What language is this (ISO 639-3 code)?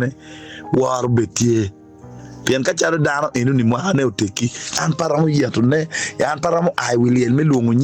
ach